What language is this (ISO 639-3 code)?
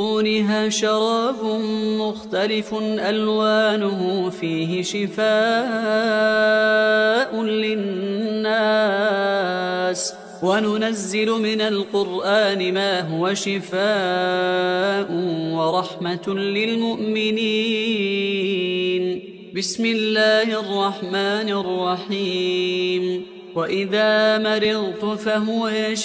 ara